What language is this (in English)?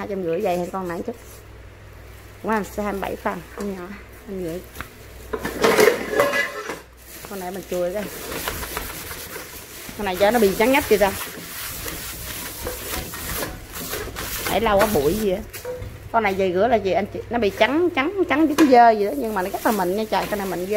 Vietnamese